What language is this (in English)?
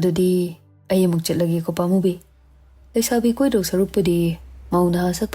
Manipuri